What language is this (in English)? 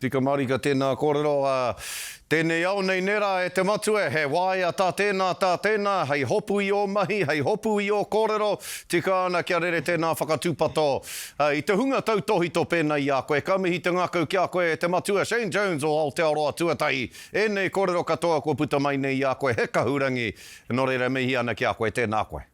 Māori